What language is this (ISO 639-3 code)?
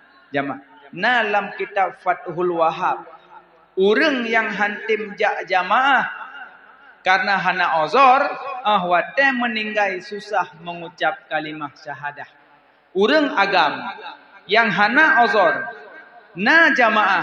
ace